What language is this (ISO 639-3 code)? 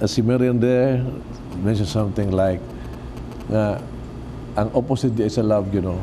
ceb